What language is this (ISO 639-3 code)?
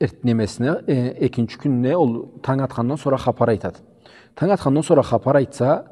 krc